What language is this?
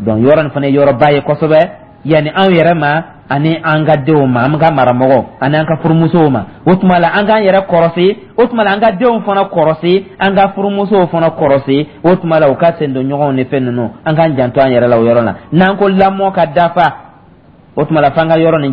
Dyula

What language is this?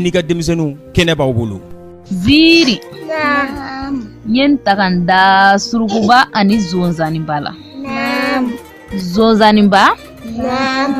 Bambara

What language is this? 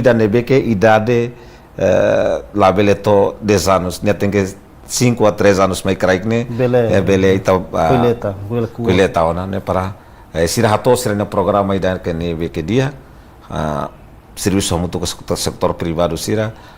Tetum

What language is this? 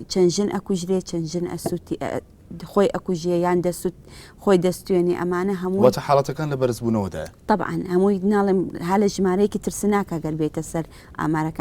Central Kurdish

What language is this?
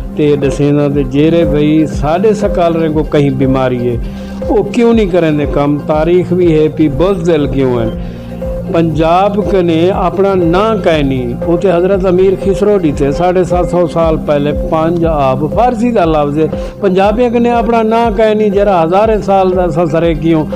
Saraiki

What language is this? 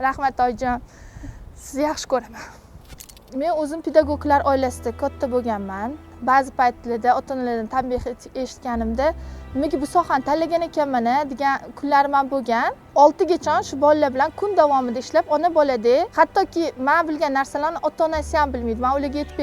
Uzbek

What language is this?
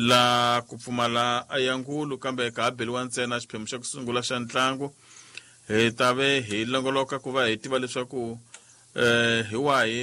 Tsonga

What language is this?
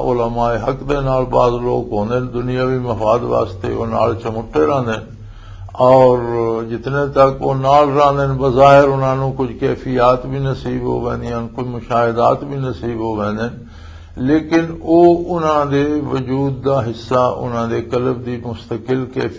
Western Panjabi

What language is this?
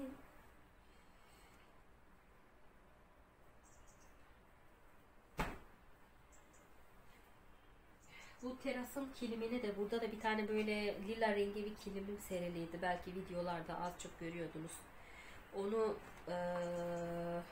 Turkish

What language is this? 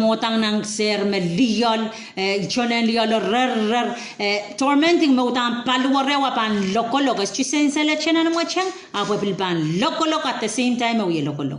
Pohnpeian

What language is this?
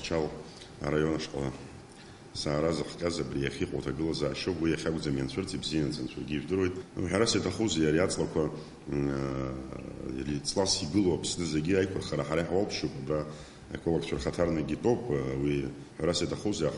Abkhazian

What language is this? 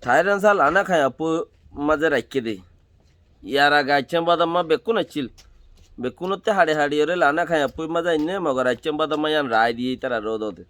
Rohingya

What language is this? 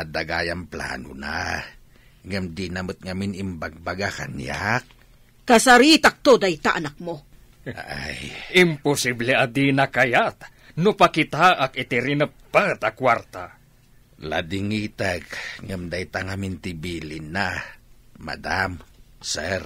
Iloko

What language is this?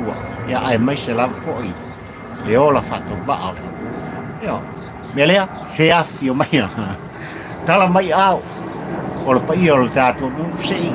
Samoan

